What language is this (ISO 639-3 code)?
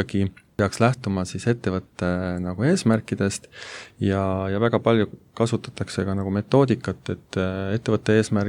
est